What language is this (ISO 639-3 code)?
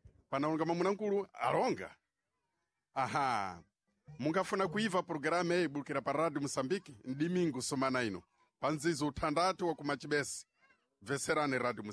seh